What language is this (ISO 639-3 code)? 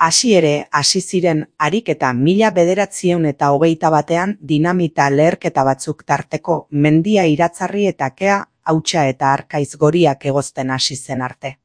eus